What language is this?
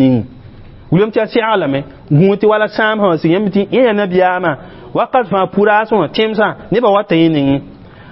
Mossi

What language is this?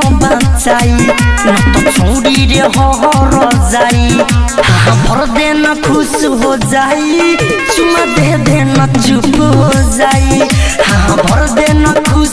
Bhojpuri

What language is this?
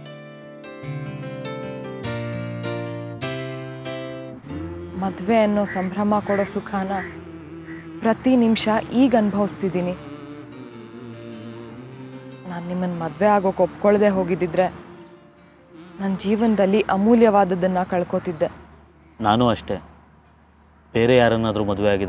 Kannada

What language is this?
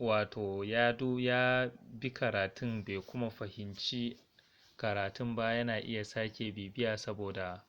Hausa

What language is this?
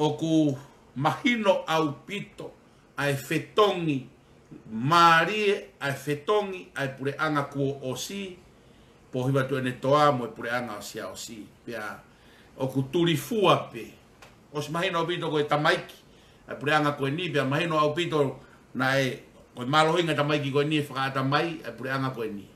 Tongan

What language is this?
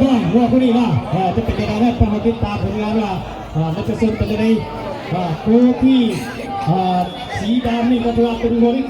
Lao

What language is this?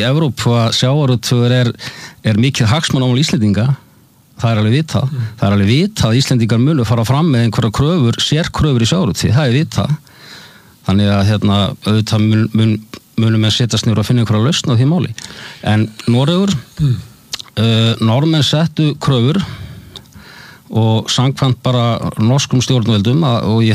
Icelandic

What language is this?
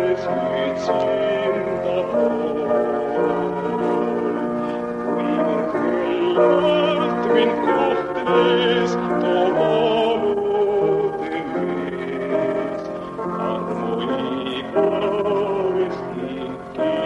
Estonian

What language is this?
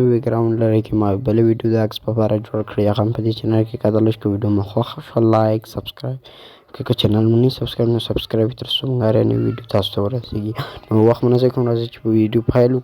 Pashto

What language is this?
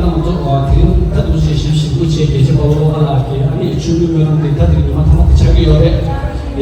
Tibetan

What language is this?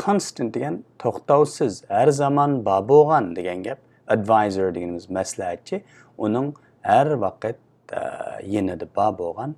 Uyghur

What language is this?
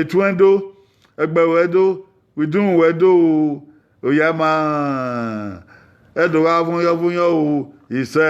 Bini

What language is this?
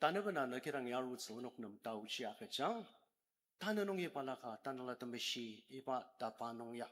Ao Naga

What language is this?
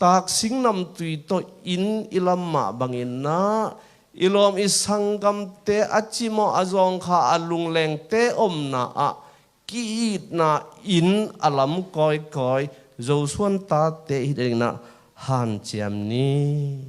Tedim Chin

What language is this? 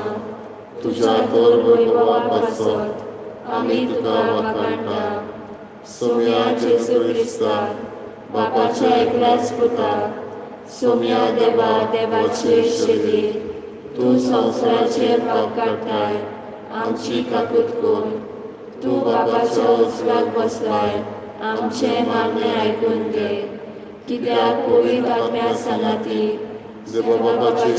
Konkani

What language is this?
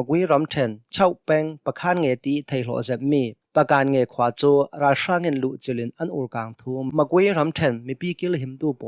Hakha Chin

